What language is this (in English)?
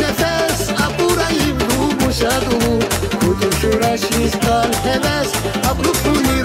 Tabassaran